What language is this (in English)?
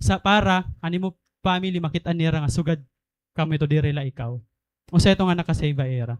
Waray